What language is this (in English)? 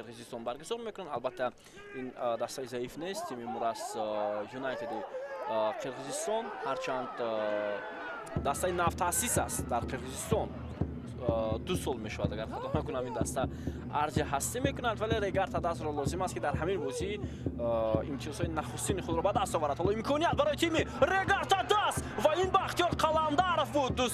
Tajik